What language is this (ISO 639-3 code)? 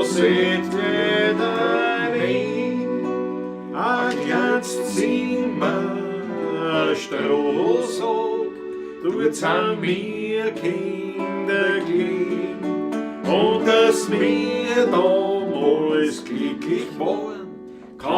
bar